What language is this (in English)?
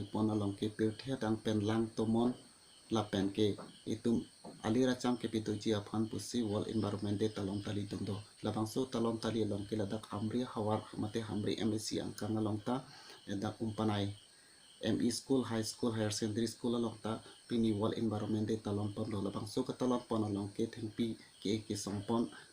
Karbi